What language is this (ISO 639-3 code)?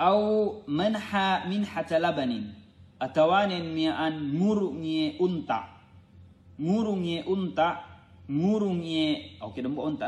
yka